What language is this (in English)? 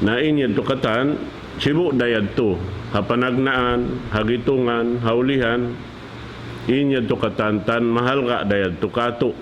Tausug